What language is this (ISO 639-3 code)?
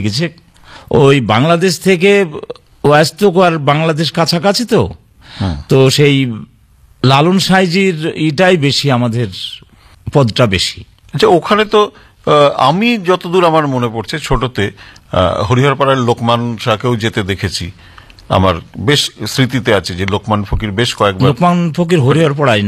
ben